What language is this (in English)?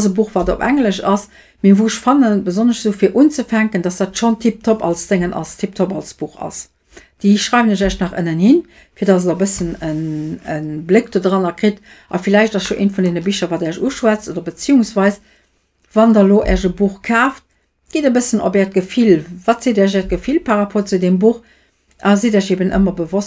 Luxembourgish